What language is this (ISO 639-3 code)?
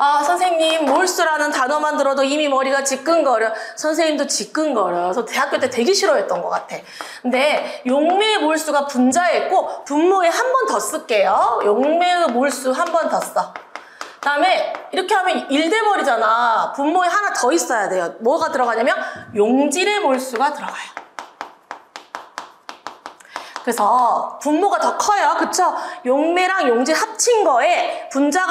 kor